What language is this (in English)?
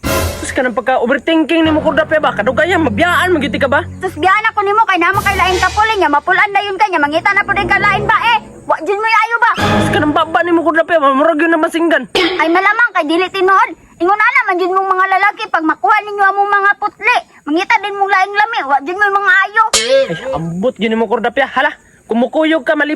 Cebuano